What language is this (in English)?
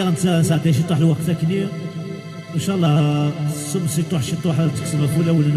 Kabyle